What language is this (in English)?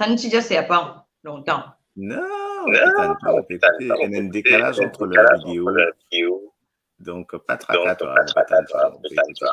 Morisyen